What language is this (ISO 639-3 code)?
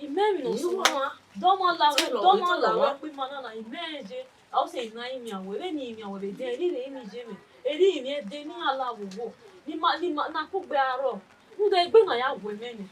bin